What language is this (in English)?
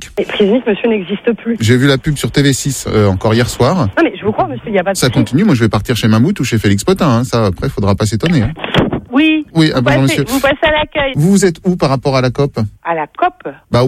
French